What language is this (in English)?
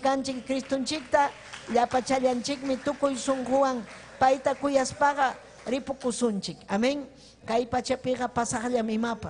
Ayacucho Quechua